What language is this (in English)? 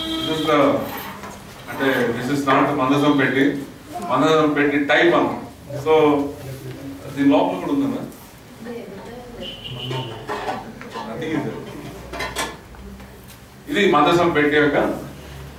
Telugu